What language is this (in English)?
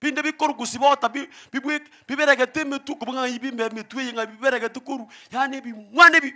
Gusii